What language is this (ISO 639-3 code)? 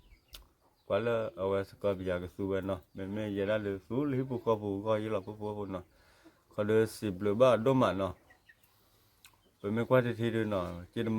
ksw